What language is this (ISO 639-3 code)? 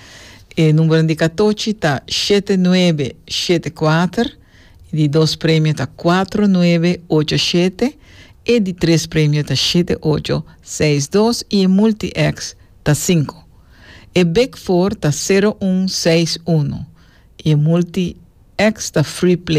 pap